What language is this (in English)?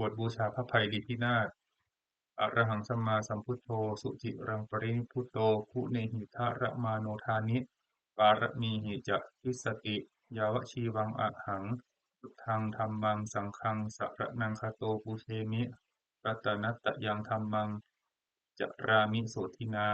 Pali